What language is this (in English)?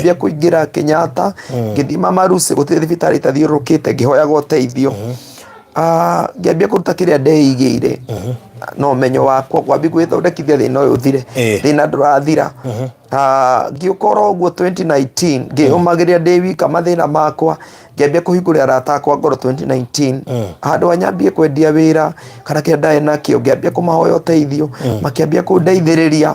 Kikuyu